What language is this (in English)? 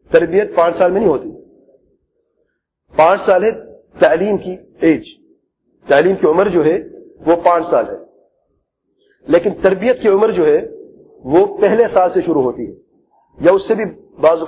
Urdu